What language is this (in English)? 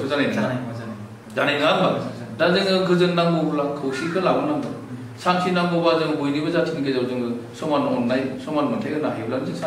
Bodo